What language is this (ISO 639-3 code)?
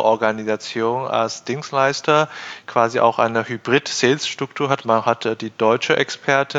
deu